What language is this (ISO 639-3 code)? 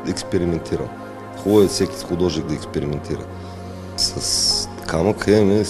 bul